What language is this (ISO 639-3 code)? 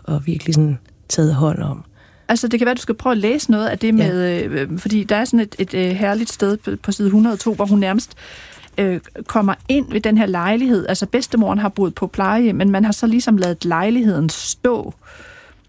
dan